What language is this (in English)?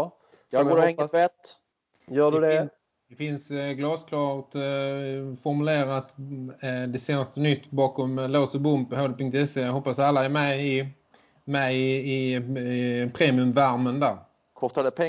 Swedish